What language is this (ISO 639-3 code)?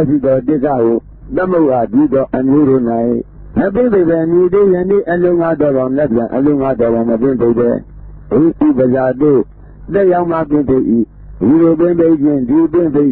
mya